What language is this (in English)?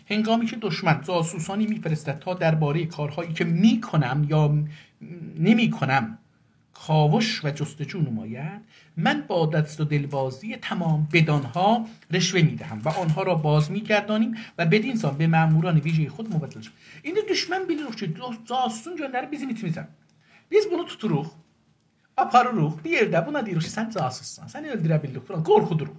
South Azerbaijani